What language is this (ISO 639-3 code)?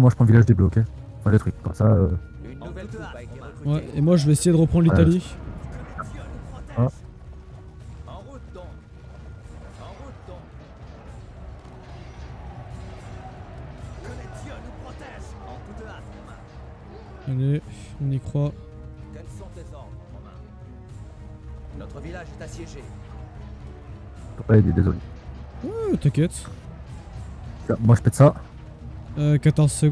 fra